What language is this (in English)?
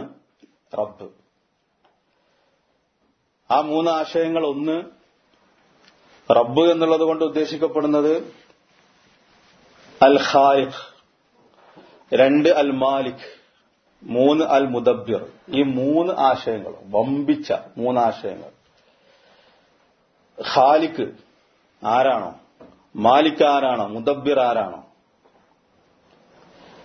Malayalam